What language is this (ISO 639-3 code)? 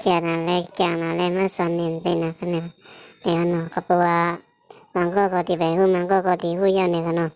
shn